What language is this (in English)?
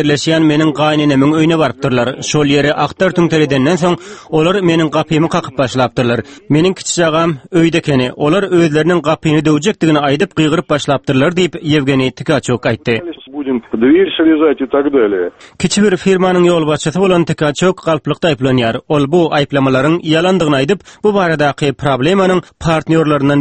Turkmen